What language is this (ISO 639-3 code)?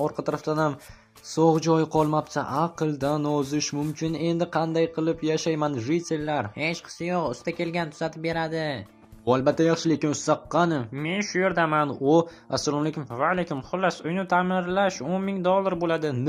uzb